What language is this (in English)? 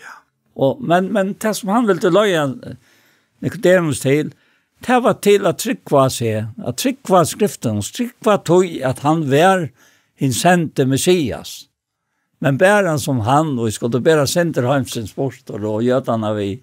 Faroese